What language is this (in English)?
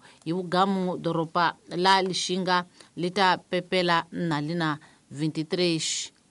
Tsonga